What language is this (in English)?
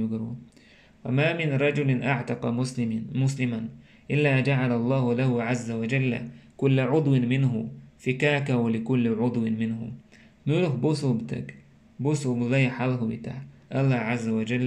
Chechen